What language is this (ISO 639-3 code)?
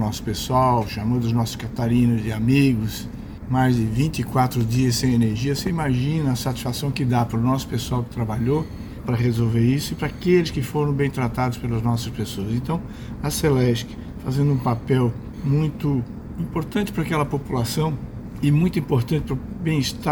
por